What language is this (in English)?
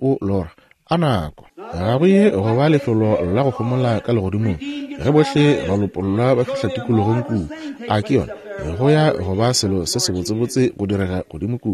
Northern Sotho